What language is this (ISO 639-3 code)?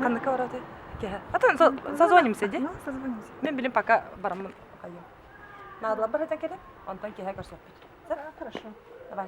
sah